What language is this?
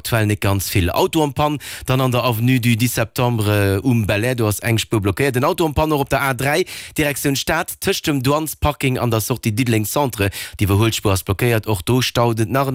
Luxembourgish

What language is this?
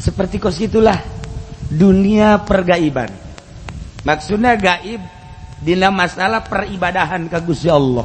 Sundanese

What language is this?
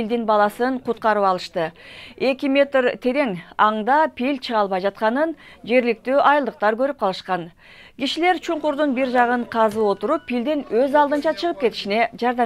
Kyrgyz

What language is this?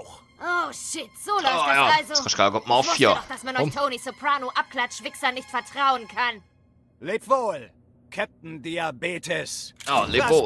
Swiss German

